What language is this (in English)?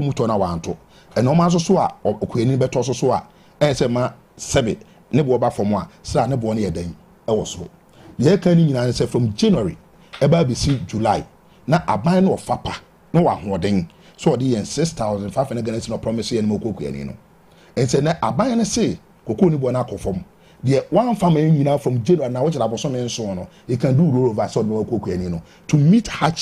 Akan